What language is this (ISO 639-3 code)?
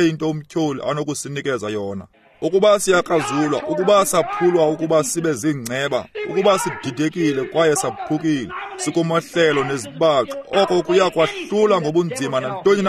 xho